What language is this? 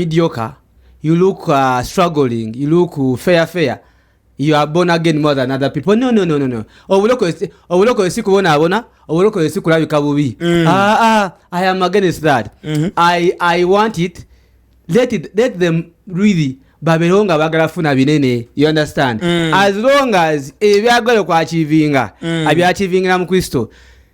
Ganda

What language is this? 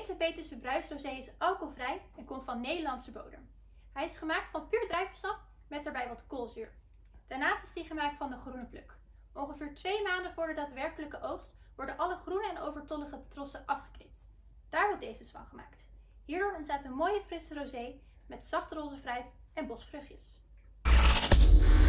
Dutch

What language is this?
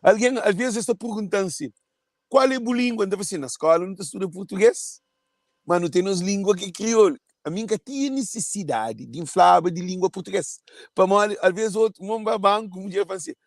Kabuverdianu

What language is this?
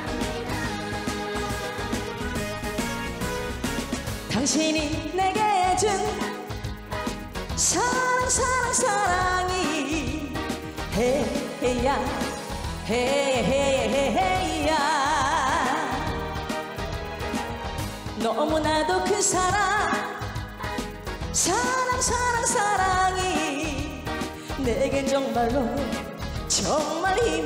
Korean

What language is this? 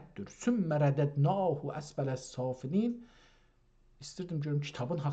South Azerbaijani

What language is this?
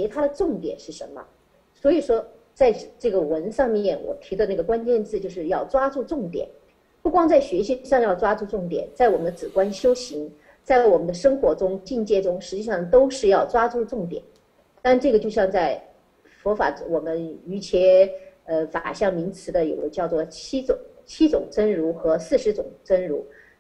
Chinese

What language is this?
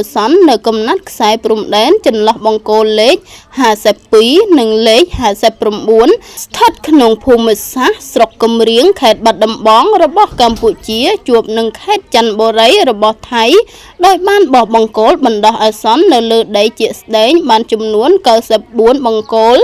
Khmer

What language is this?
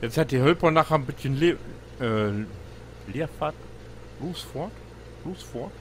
Low German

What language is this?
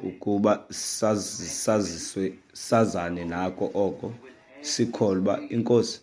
Xhosa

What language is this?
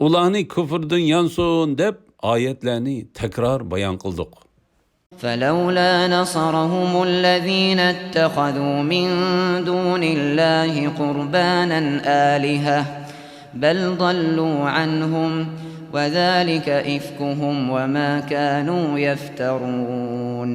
Uyghur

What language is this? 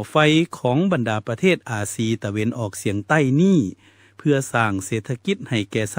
Lao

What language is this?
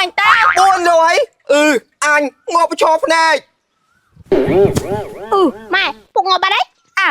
Khmer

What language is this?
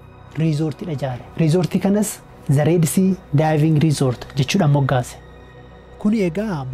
Oromo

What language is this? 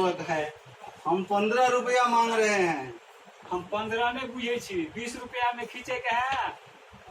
Maithili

